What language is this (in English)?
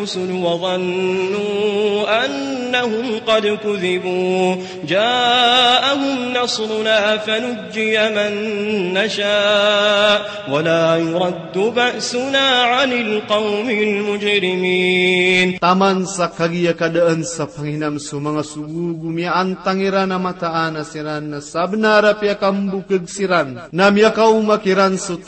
Maranao